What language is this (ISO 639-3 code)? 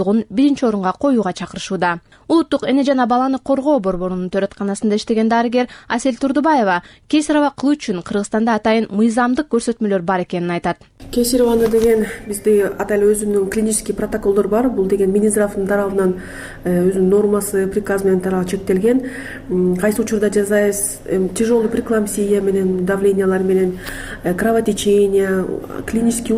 kir